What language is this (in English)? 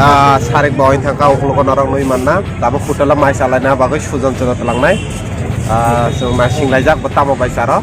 Kok Borok